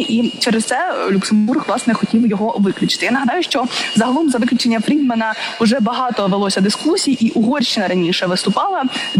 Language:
Ukrainian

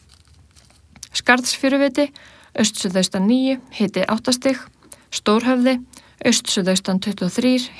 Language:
Icelandic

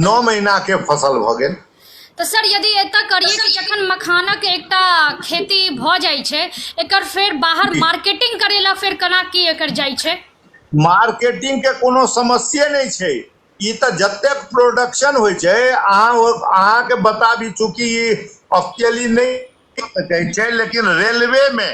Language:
Maithili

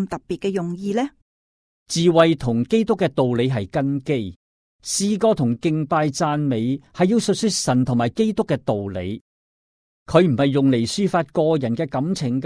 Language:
Cantonese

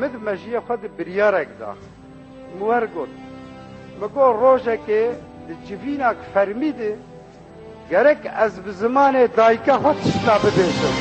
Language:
Kurdish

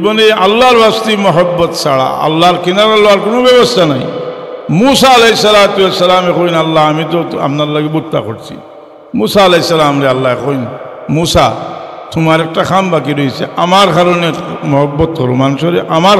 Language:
Sylheti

